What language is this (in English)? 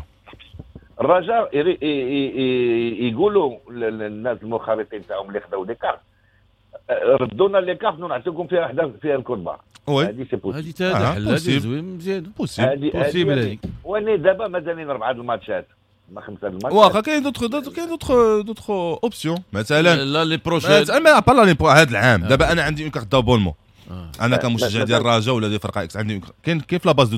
Moroccan Arabic